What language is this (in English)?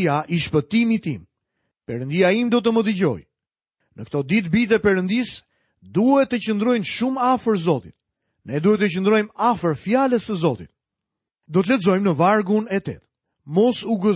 Albanian